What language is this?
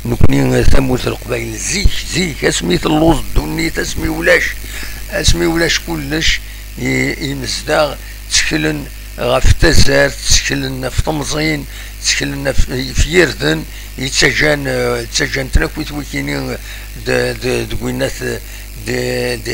Kabyle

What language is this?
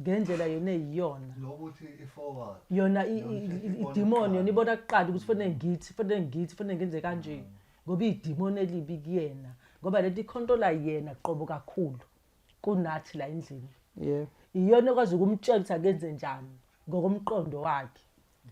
Zulu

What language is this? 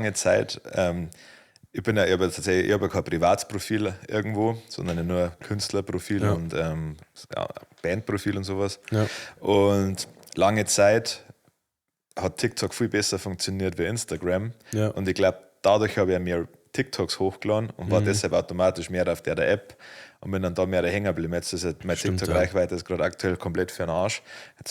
Bavarian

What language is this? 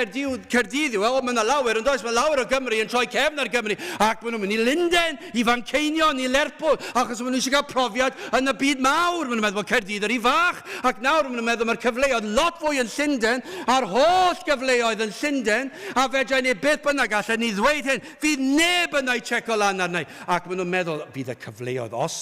Welsh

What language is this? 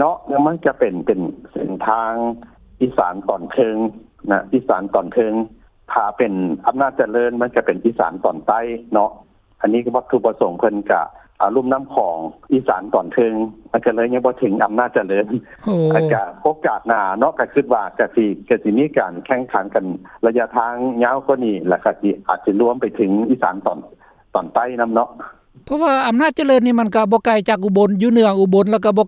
Lao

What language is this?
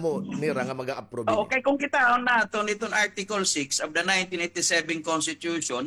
Waray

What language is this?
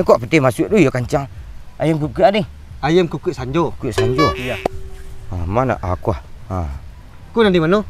Minangkabau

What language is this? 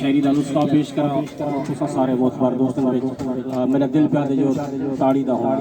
Saraiki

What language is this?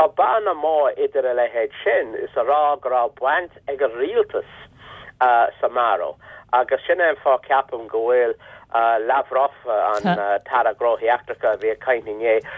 Irish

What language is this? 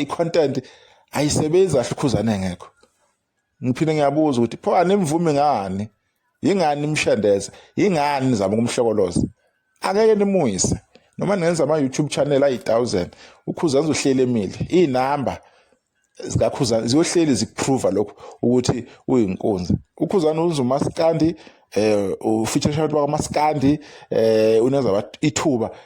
Zulu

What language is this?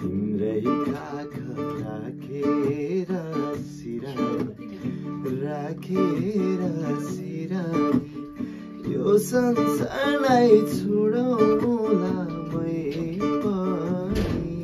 Nepali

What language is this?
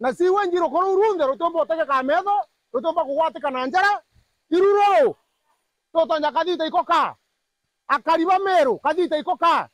Meru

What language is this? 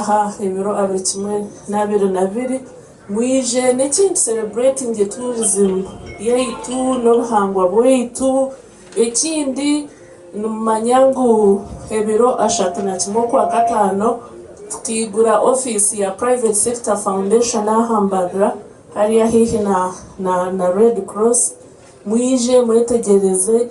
Nyankole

